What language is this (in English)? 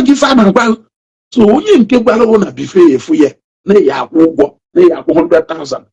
Igbo